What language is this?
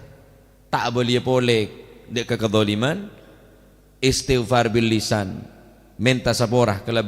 Madurese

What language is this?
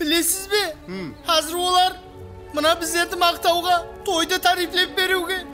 Kara-Kalpak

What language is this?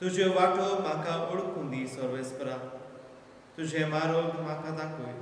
Konkani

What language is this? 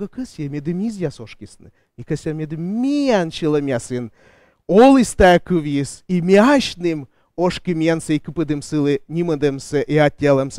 Komi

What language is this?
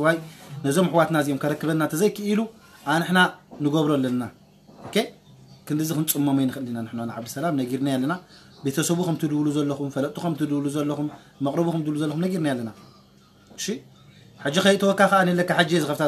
Tigrinya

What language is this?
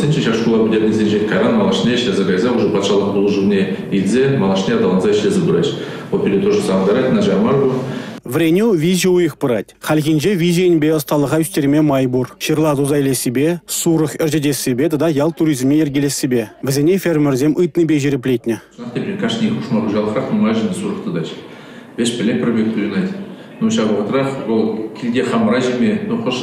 Chuvash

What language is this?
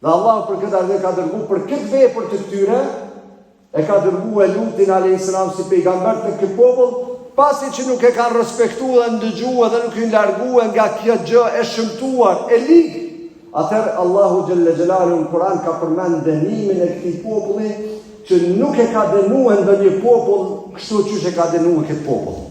Albanian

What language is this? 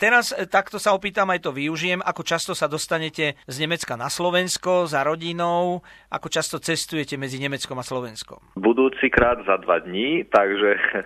Slovak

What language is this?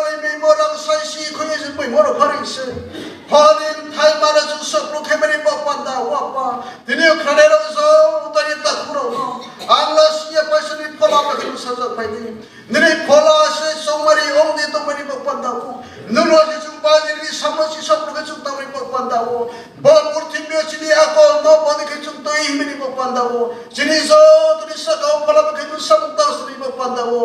Riang (India)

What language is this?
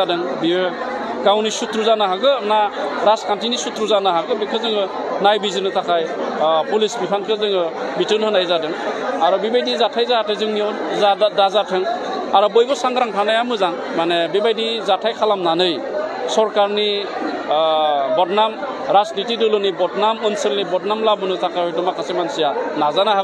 Bodo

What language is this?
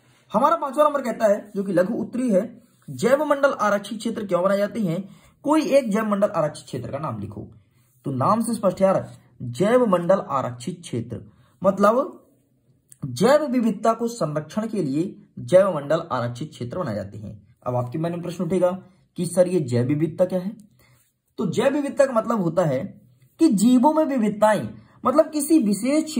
Hindi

